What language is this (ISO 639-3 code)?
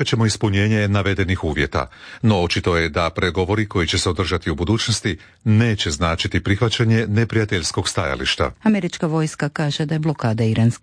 hrv